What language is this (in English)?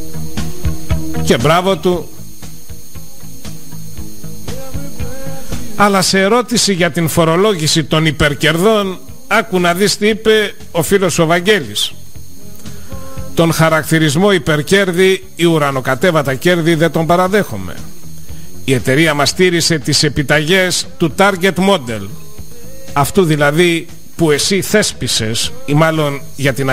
Greek